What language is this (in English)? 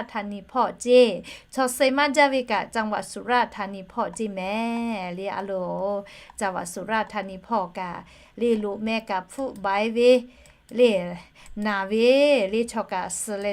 Lahu